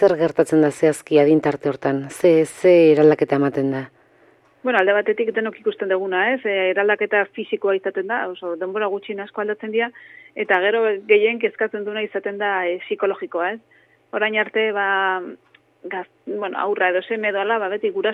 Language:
Basque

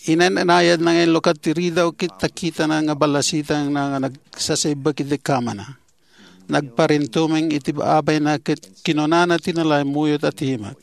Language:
Iloko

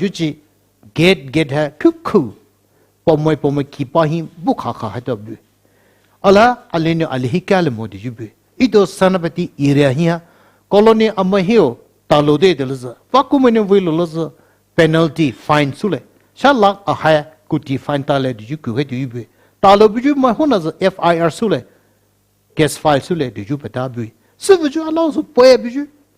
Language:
Poumei Naga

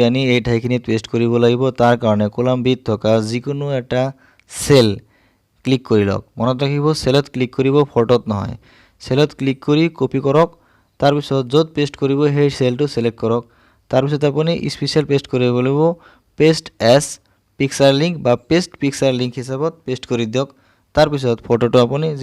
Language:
Assamese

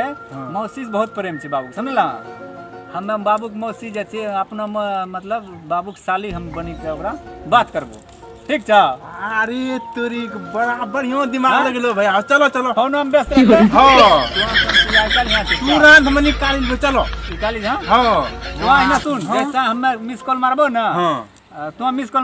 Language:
Maithili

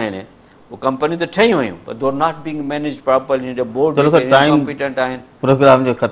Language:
Sindhi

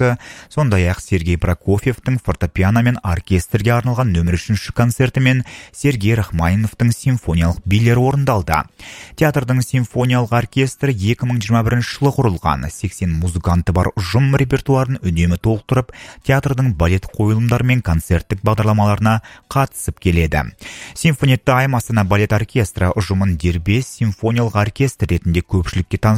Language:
Kazakh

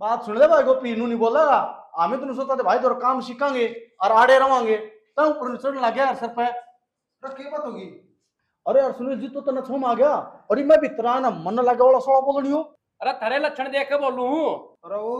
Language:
Haryanvi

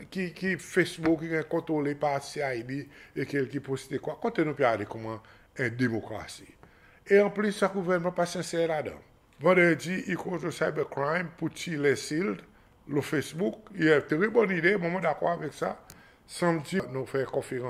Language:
Seselwa Creole French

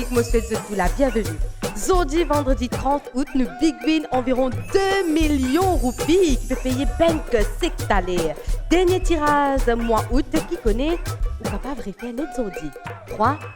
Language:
Morisyen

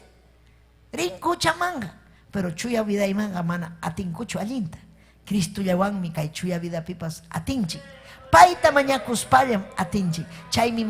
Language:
Ayacucho Quechua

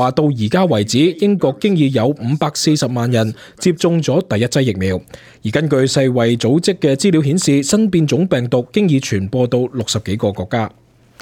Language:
Cantonese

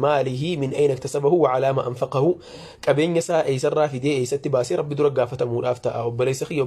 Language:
Oromo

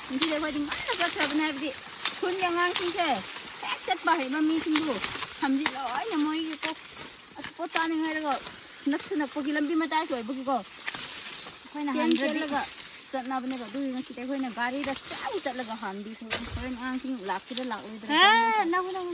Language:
Manipuri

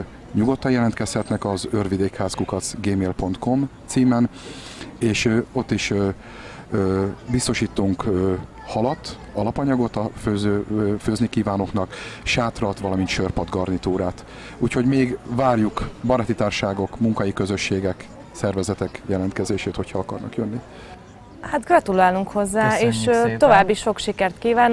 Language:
Hungarian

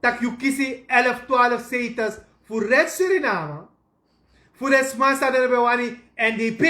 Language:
Sranan Tongo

